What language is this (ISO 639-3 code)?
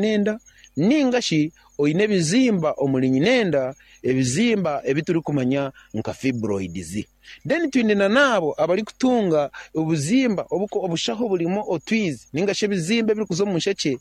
nyn